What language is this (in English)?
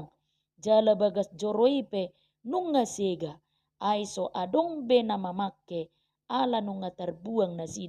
Batak Toba